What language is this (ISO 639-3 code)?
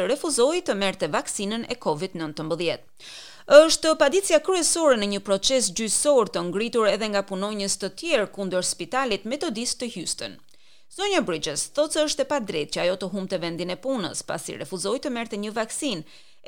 sqi